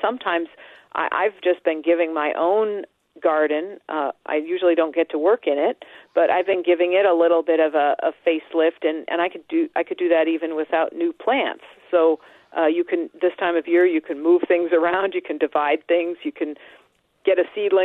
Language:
English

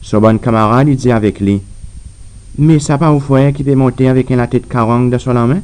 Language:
Seselwa Creole French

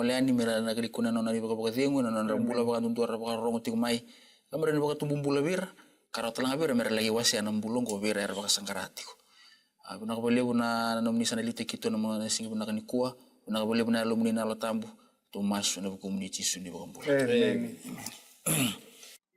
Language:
Fijian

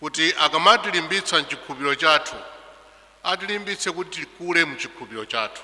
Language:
Nyanja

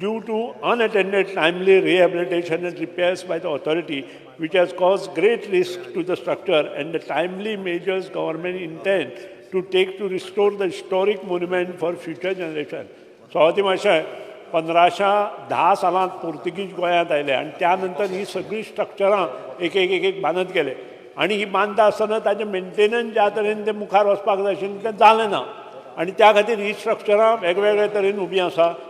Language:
Konkani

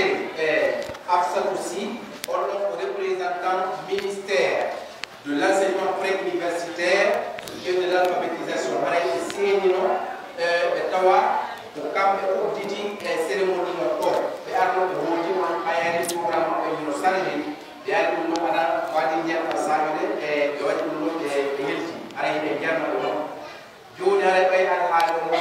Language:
Pular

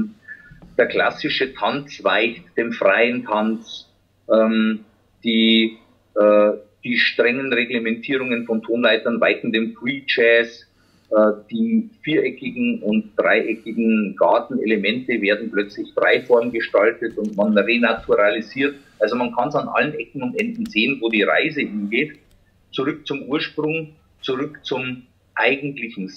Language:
German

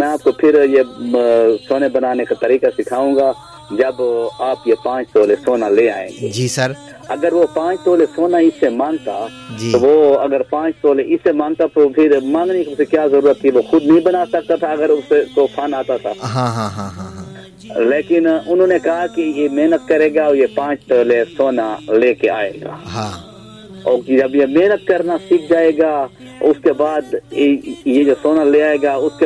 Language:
Urdu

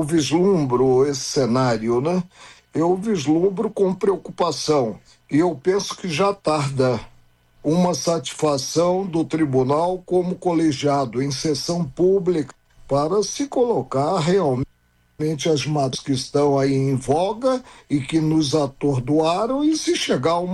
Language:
Portuguese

